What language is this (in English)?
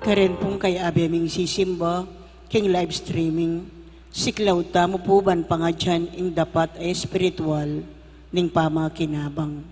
Pampanga